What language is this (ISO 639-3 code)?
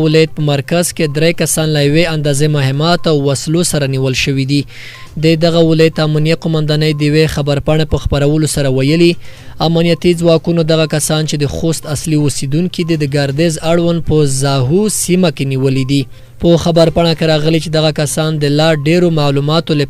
pus